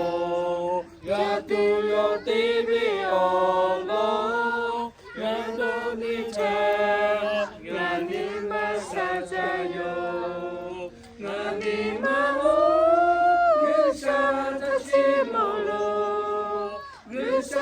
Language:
Lahu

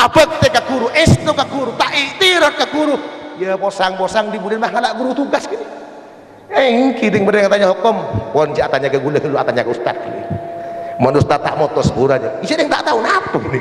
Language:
Madurese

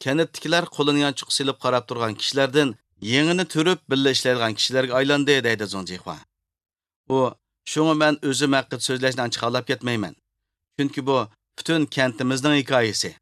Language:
Uyghur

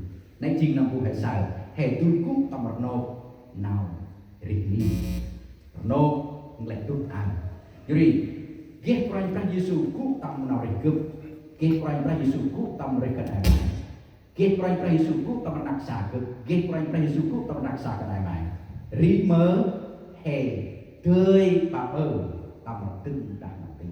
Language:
Central Mnong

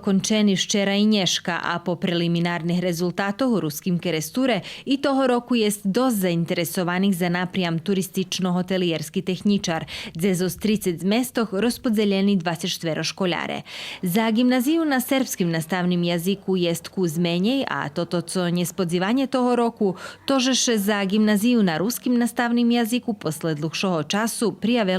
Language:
Rusyn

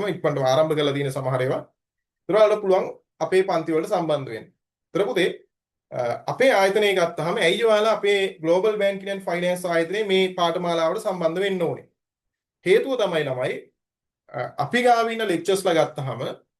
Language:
Sinhala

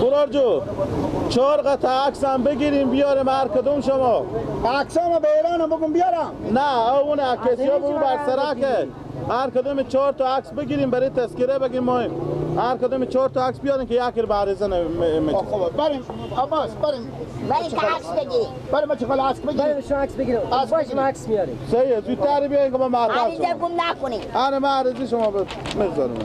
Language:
Persian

